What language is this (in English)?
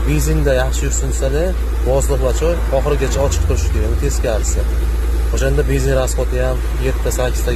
Uzbek